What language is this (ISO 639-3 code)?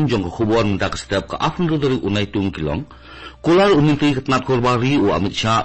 kha